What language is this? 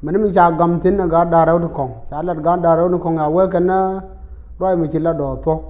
Nuer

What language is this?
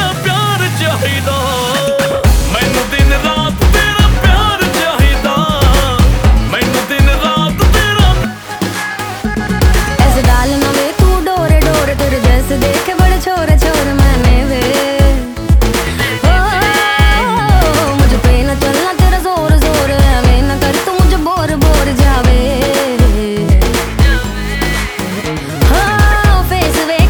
Punjabi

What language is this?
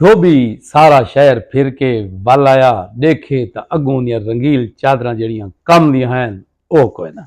Saraiki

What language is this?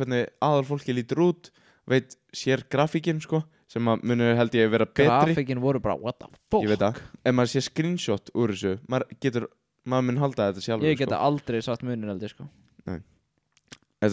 Icelandic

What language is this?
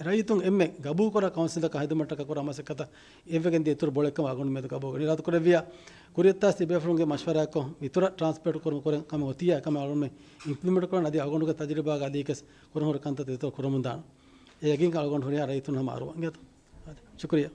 Divehi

